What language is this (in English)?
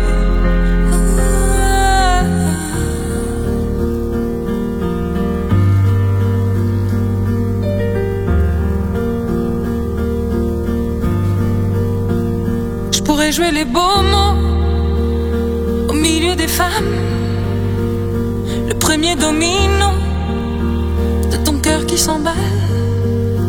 French